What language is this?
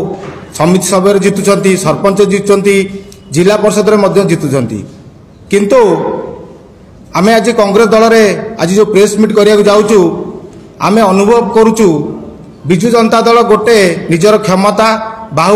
Odia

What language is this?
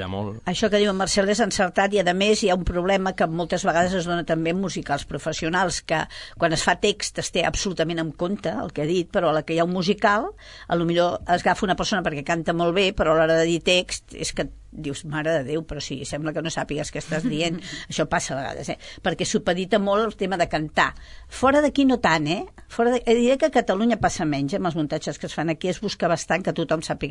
Catalan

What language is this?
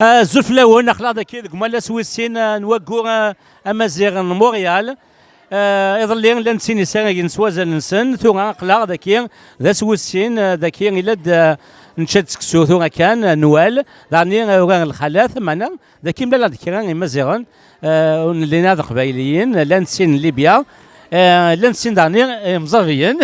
Kabyle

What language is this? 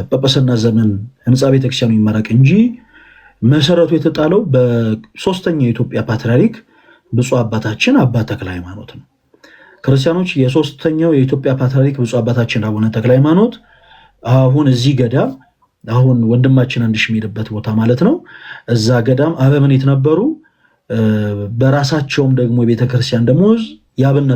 Amharic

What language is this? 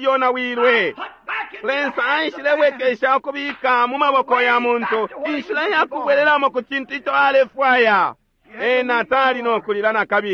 Bemba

